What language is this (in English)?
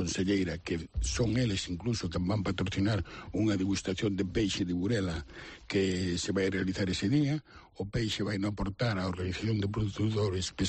Galician